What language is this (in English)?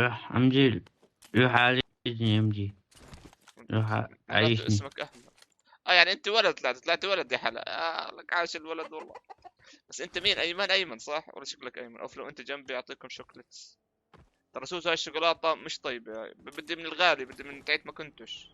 North Levantine Arabic